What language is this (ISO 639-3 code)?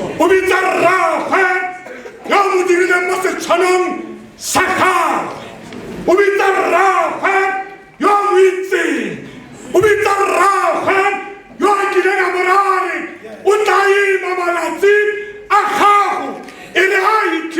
tsn